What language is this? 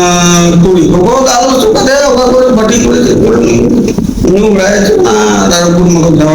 Santali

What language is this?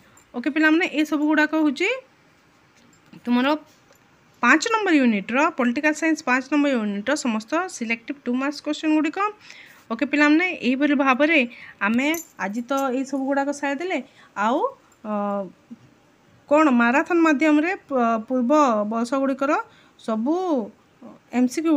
Odia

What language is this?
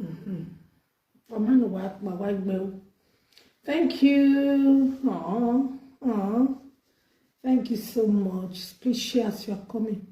Nigerian Pidgin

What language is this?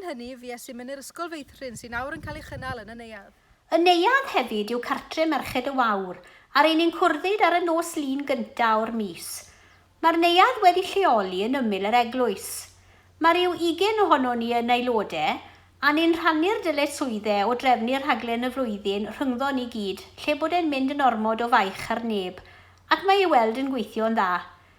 Welsh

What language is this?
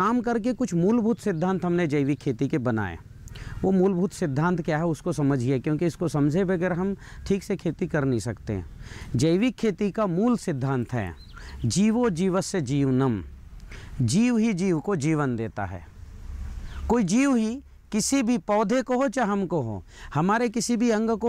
Hindi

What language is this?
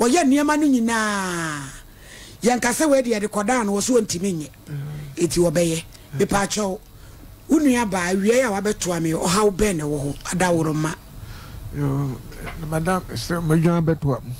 Akan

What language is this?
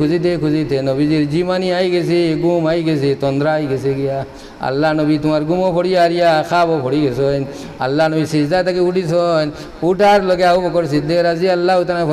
Sylheti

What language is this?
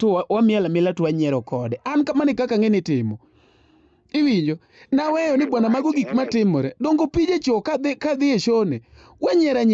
Luo (Kenya and Tanzania)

